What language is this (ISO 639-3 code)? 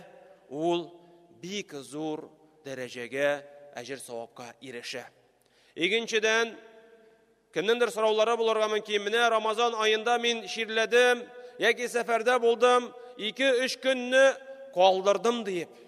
tat